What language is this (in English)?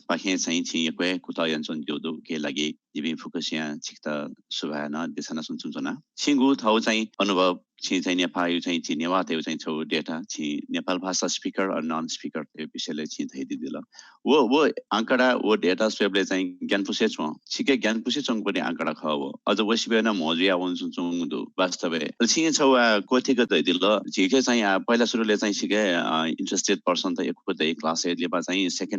Newari